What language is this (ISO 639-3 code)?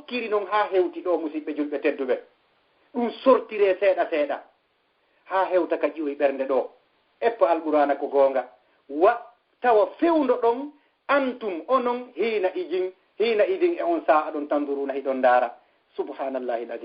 ful